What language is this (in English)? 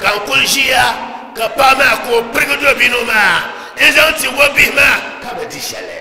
Dagbani